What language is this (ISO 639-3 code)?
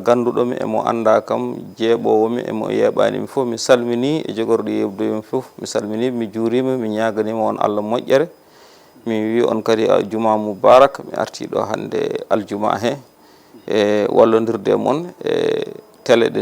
ful